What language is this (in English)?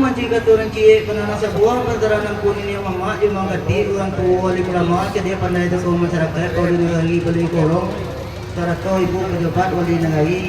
Minangkabau